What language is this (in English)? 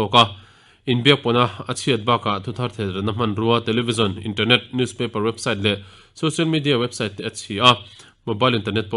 Mizo